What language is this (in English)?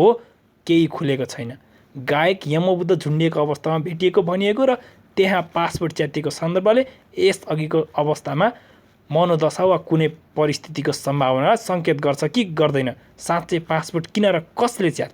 Nepali